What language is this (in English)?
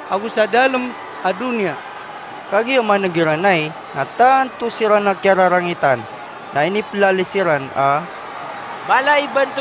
Maranao